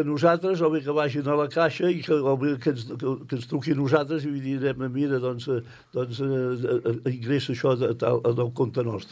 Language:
Catalan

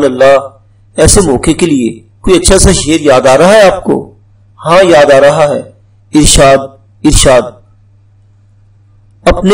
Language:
Urdu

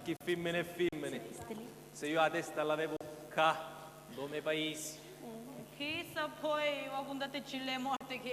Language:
Sicilian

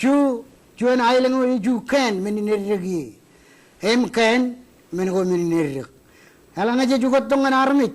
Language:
Marshallese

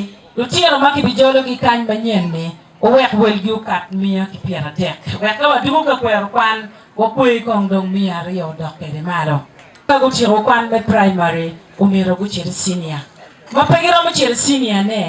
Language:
Acoli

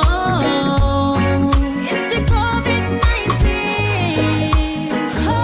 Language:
Pohnpeian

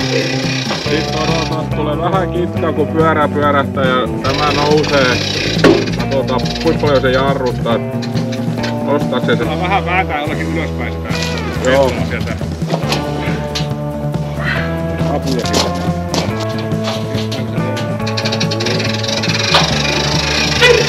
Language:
Finnish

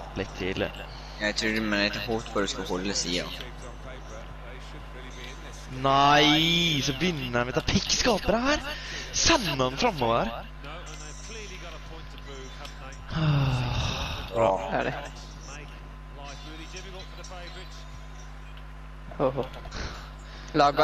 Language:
Norwegian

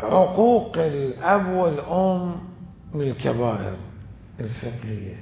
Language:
Mesopotamian Arabic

